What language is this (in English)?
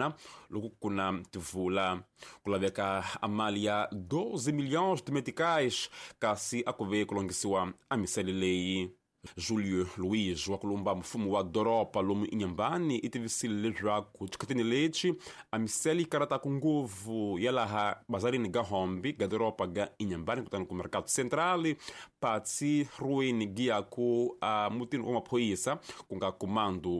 Tsonga